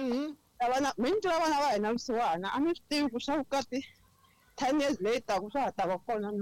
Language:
Tsonga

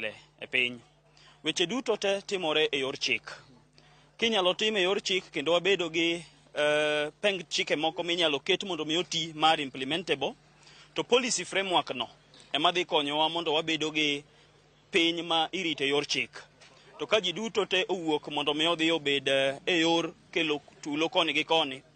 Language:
Luo (Kenya and Tanzania)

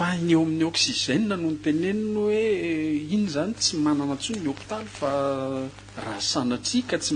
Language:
Malagasy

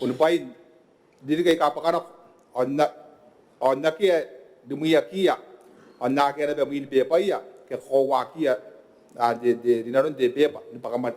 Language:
Gilbertese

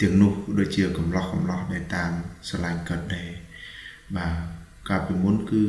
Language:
Khmer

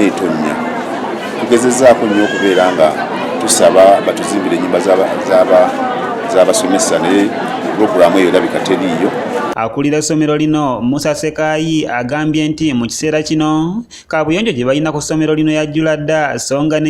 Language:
Ganda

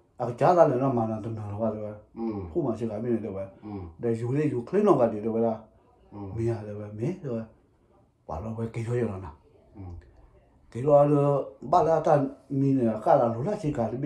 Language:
S'gaw Karen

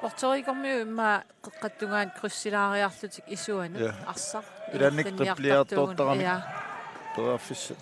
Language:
Kalaallisut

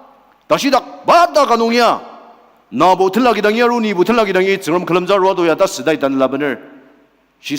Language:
Ao Naga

